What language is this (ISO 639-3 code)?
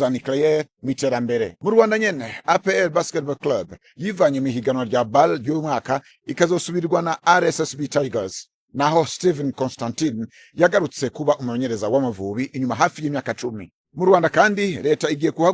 run